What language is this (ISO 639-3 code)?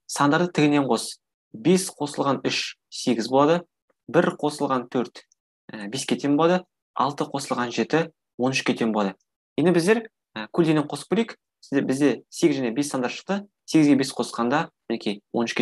kaz